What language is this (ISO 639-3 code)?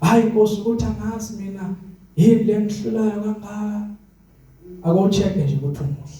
zul